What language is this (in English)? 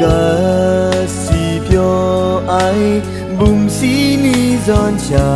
Kachin